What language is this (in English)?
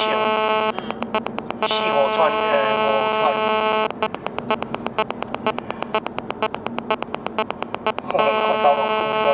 Chinese